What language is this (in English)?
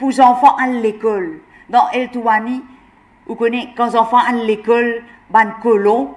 Morisyen